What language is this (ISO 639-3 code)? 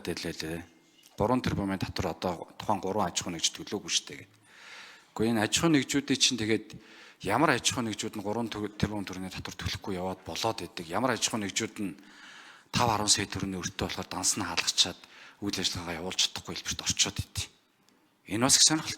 mon